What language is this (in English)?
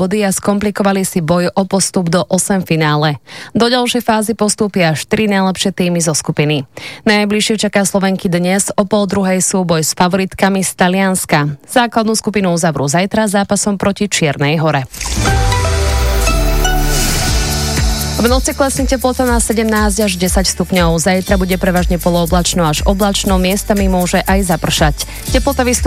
Slovak